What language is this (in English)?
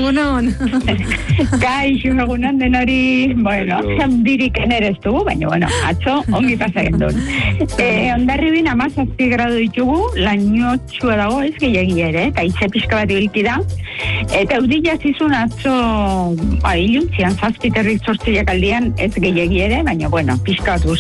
Basque